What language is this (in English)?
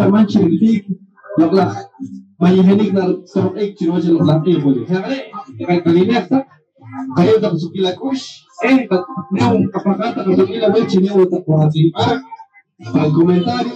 Poqomchi'